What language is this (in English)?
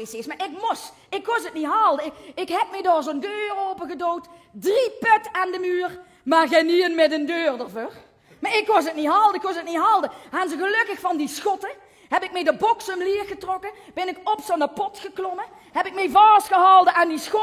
Limburgish